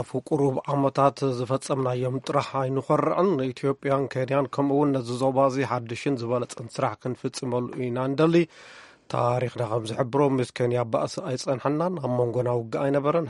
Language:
Tigrinya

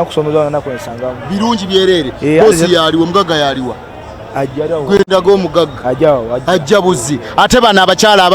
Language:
Ganda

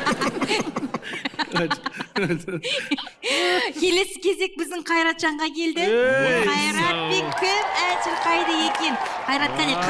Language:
Kazakh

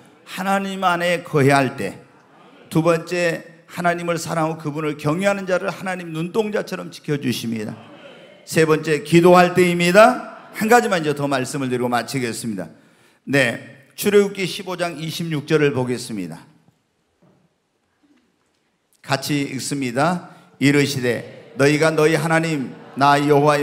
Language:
Korean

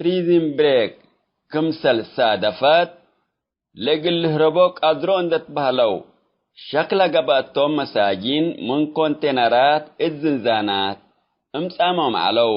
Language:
Tigre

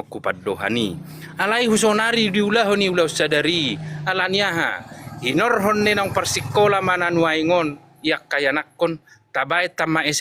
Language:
Batak Toba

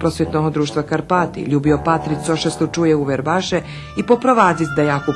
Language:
Rusyn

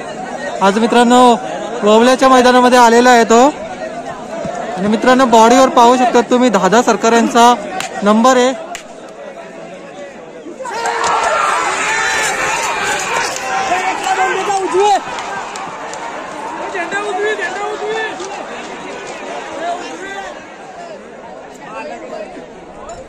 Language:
Marathi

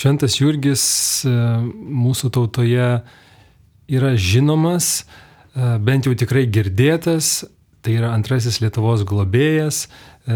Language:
Lithuanian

